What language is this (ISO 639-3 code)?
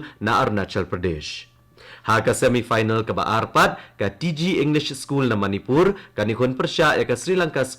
kha